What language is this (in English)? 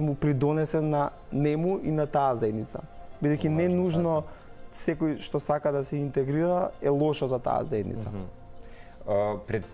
Macedonian